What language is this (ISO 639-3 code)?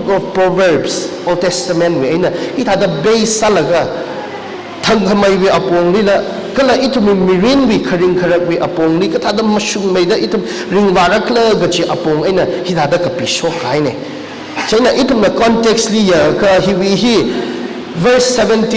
nmf